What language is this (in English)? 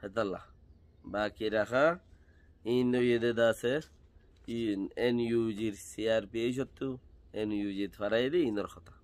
Rohingya